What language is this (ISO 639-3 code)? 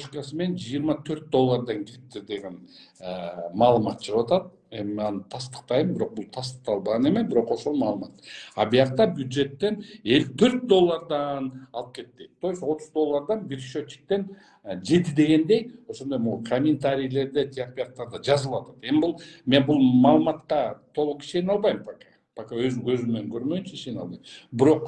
kir